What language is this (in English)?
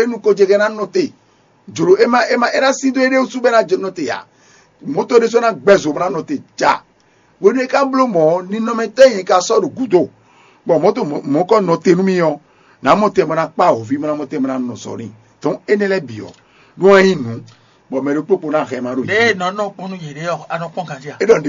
Fon